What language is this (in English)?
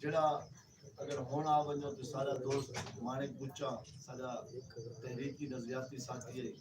Saraiki